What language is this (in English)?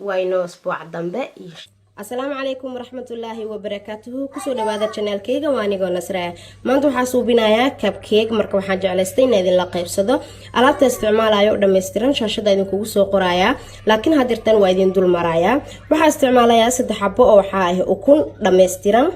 Somali